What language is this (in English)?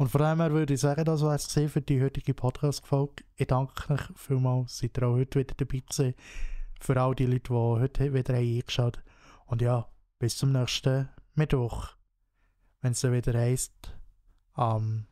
Swiss German